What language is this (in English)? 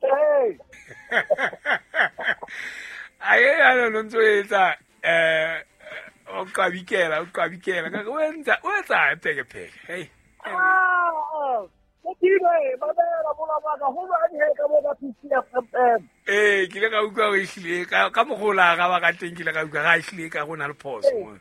Southern Sotho